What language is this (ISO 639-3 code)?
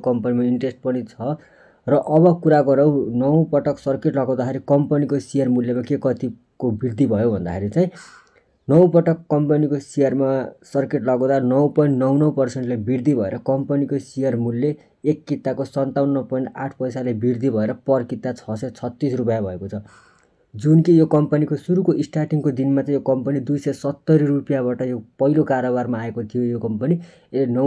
nep